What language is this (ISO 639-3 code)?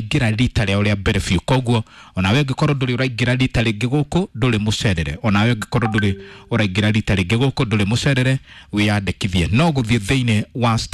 kik